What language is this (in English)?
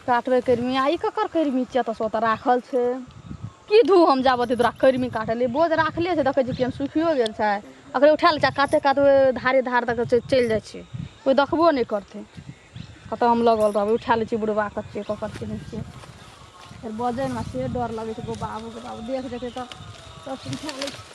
Maithili